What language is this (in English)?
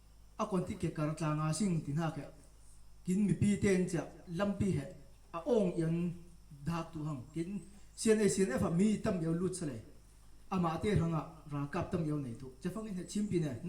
Falam Chin